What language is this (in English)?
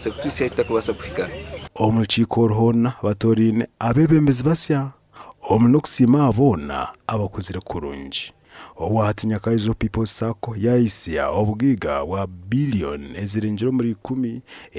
Nyankole